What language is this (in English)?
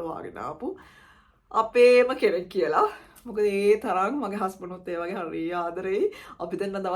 Sinhala